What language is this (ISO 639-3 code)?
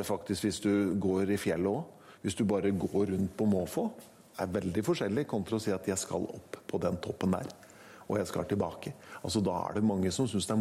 nor